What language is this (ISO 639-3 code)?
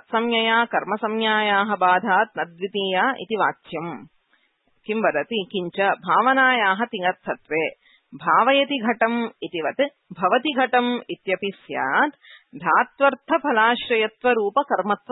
san